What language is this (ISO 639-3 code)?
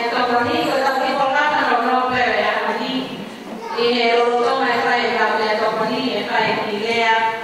ton